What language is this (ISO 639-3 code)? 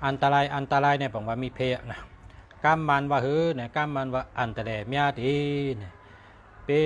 shn